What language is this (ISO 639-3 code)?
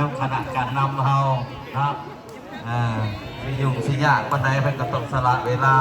tts